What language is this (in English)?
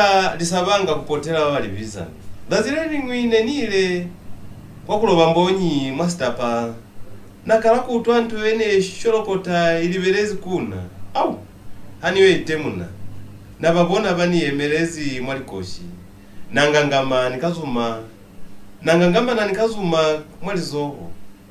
Lozi